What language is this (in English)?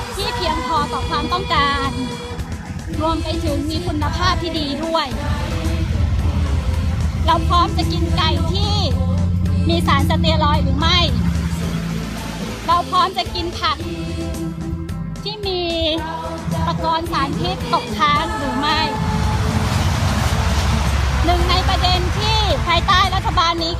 Thai